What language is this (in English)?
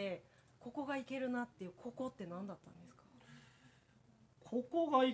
Japanese